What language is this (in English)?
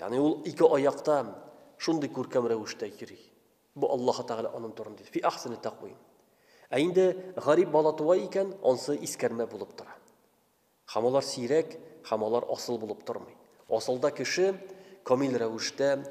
Tatar